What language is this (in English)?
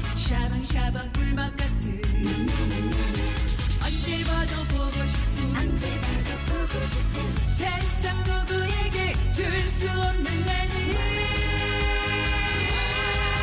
Korean